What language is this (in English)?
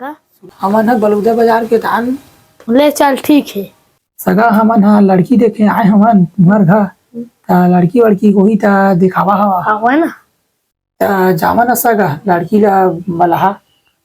Chhattisgarhi